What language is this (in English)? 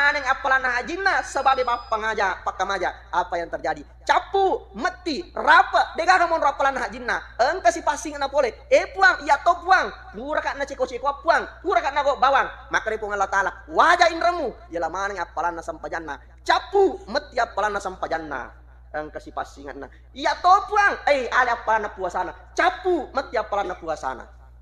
Buginese